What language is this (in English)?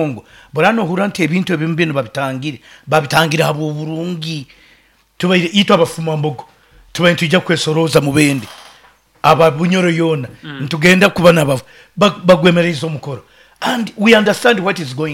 Nyoro